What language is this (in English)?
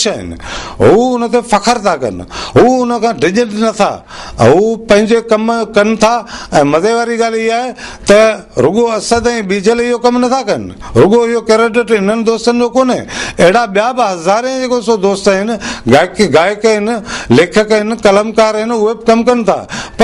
Sindhi